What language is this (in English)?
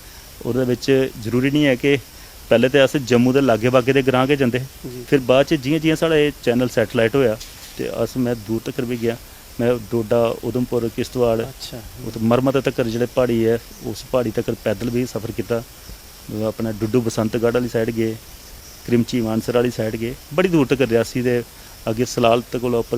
Dogri